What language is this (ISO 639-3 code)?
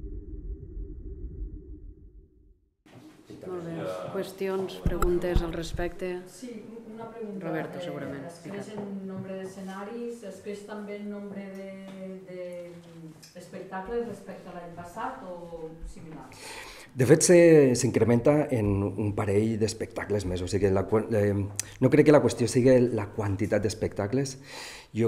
cat